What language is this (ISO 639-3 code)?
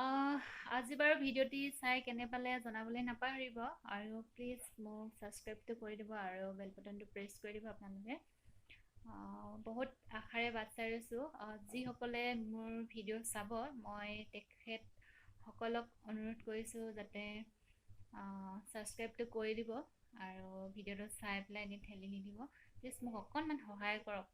asm